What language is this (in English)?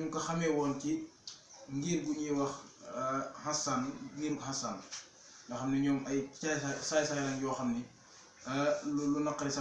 Wolof